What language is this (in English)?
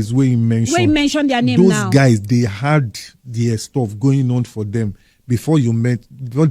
Nigerian Pidgin